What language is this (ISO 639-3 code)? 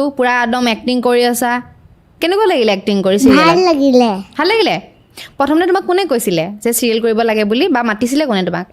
asm